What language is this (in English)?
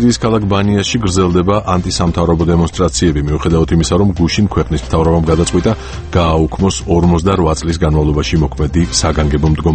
Georgian